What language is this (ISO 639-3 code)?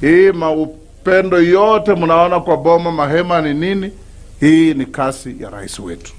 swa